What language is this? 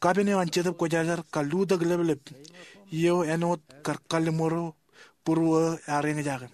Marshallese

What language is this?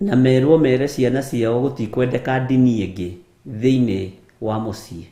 Kikuyu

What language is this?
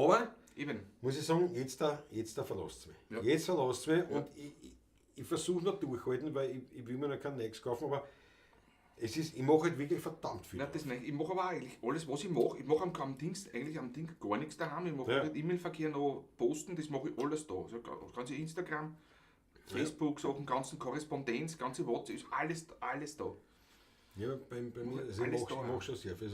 Bavarian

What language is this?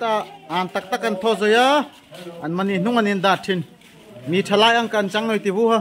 Darlong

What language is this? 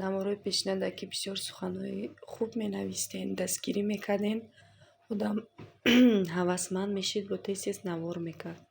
Tajik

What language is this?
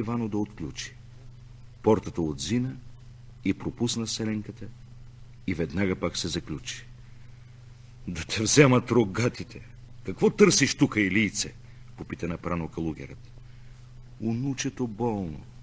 Bulgarian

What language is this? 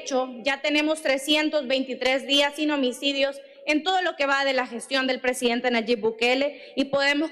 Spanish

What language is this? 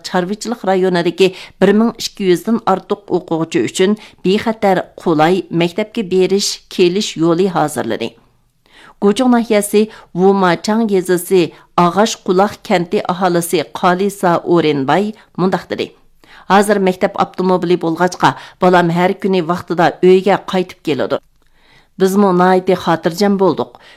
Uyghur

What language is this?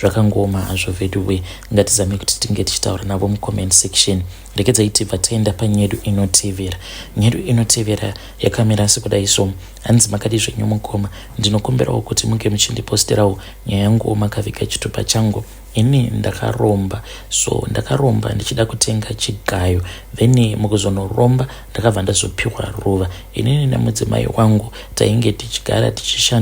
Shona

